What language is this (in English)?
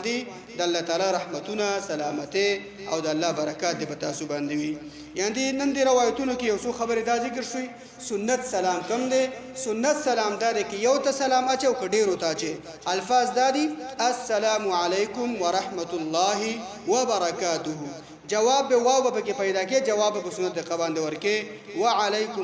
Pashto